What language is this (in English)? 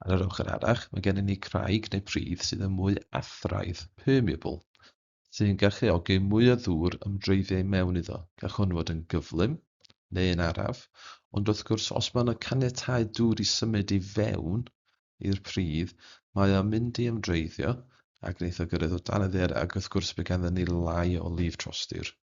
Welsh